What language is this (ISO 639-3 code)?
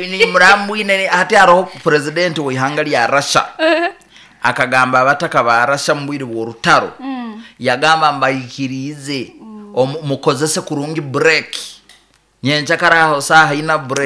nyo